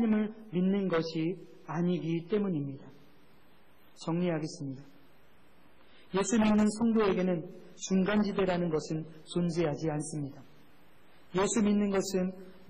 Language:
Korean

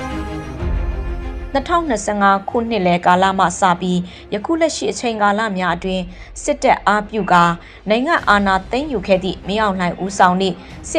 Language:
Burmese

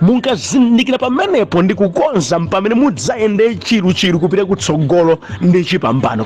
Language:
Nyanja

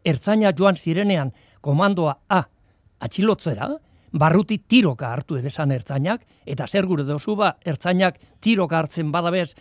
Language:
Basque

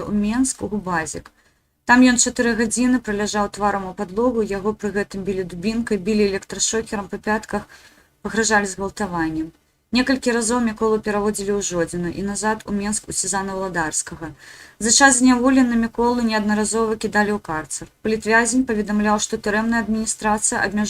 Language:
Belarusian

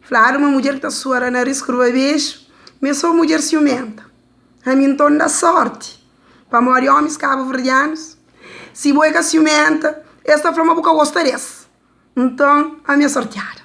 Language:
Kabuverdianu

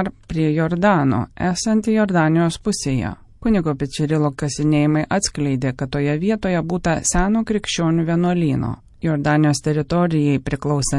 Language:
Lithuanian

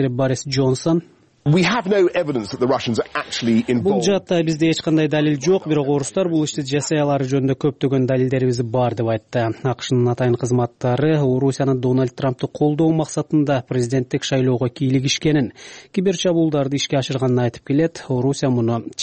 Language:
Kyrgyz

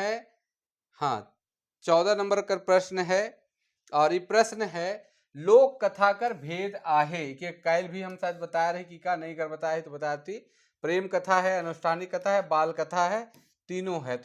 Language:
Sadri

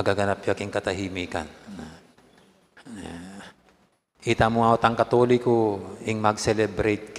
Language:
Pampanga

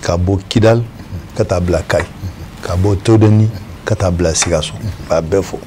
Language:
Bambara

